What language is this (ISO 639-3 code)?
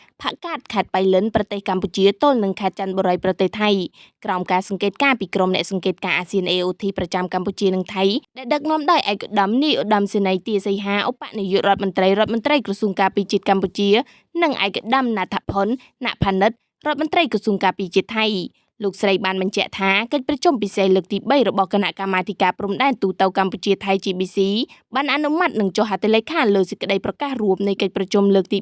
khm